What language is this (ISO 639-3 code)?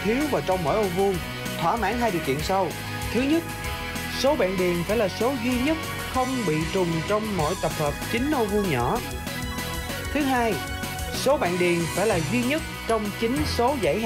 vie